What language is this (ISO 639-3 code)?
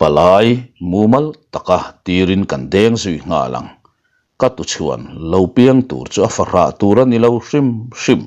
lus